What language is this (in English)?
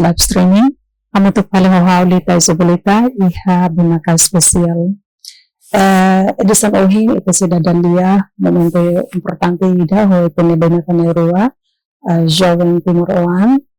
Tetum